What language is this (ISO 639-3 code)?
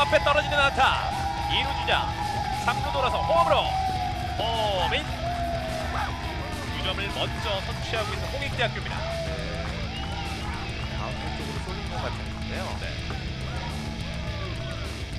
kor